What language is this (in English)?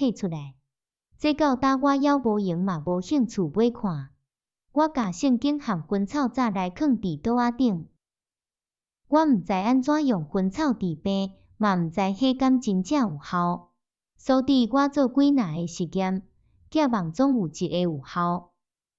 Min Nan Chinese